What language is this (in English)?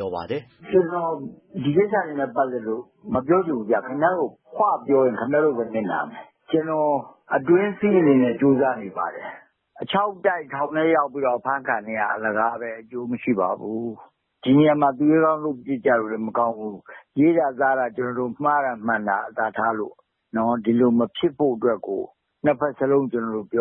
Burmese